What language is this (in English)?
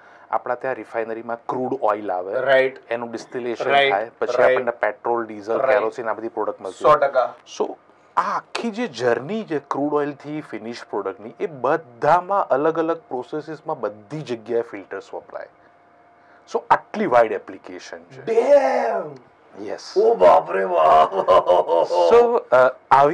Gujarati